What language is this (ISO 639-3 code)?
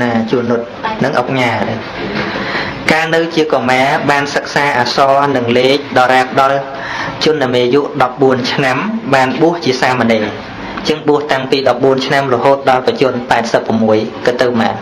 khm